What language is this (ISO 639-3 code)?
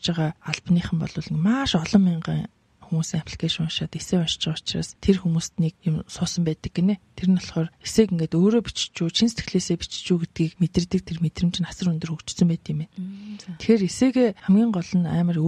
mon